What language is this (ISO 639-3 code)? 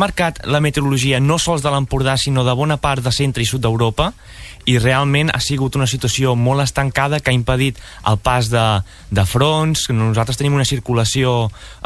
cat